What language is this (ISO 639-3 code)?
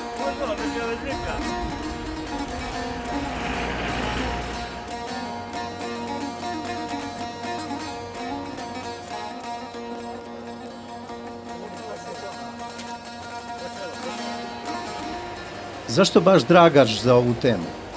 srp